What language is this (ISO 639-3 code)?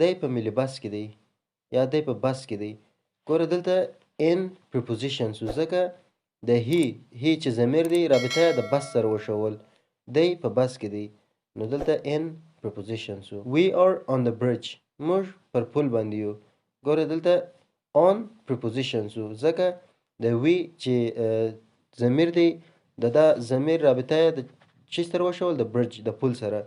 pus